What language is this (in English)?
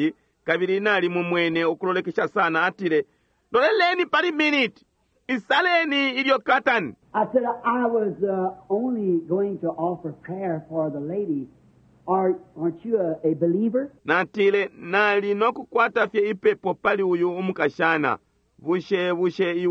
Bemba